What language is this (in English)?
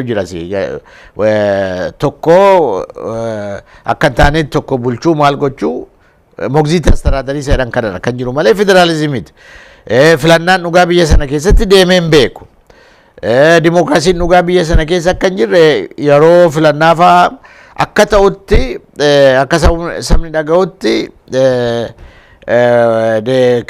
Oromo